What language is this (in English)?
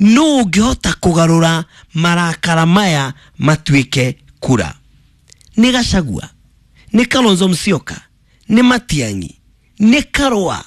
Kikuyu